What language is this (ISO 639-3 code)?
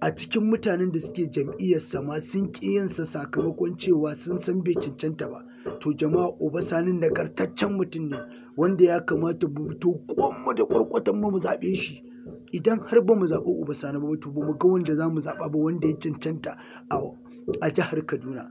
hau